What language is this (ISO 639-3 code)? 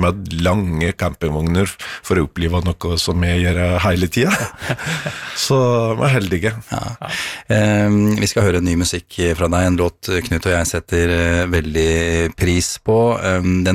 nor